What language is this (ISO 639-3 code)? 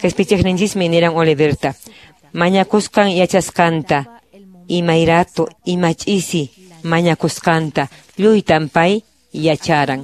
que